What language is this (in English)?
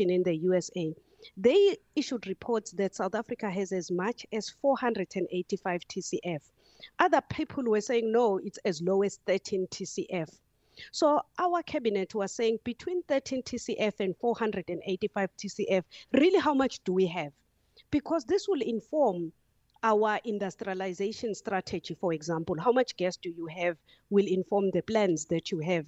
English